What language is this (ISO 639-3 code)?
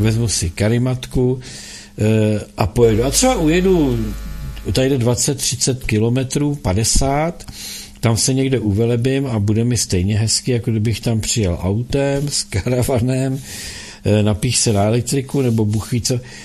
ces